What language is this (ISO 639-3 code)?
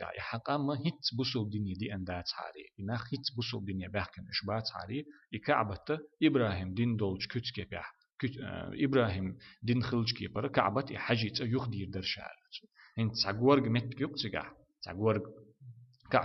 che